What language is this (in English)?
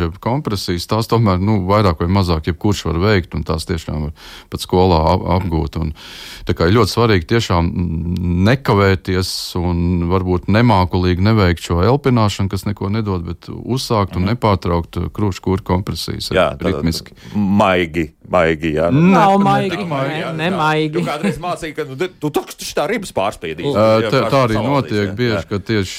Latvian